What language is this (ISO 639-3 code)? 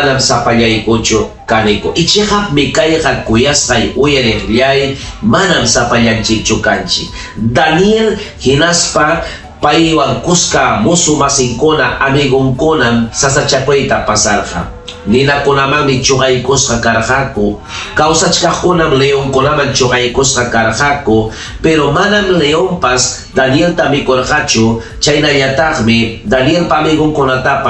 quy